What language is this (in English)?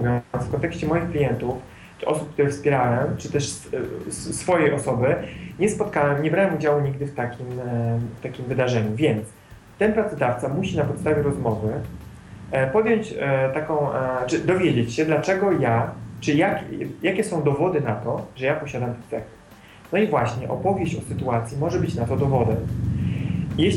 Polish